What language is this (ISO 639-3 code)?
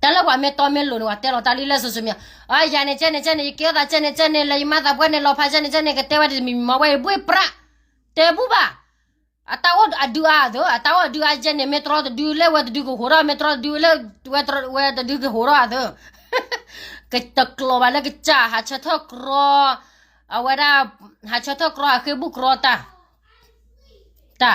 ksw